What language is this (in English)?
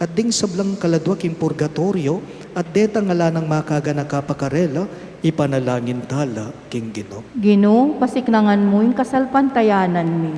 Pampanga